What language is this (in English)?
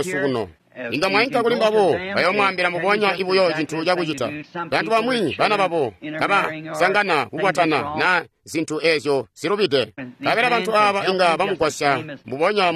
Tonga (Zambia)